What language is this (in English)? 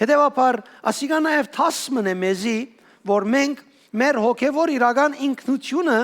Western Armenian